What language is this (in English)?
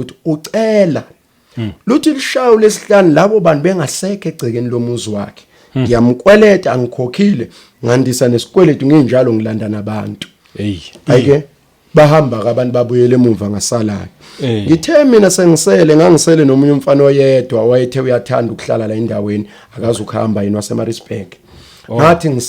Zulu